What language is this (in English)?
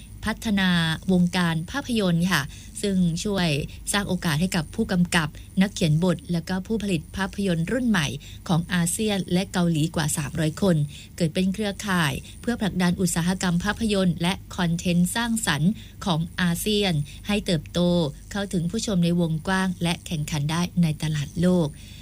Thai